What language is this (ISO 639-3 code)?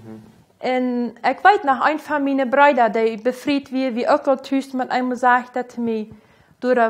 pdt